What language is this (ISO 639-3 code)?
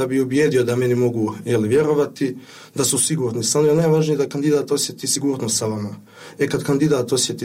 bos